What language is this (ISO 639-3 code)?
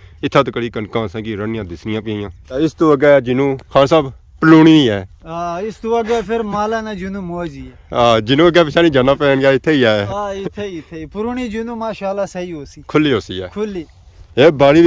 phr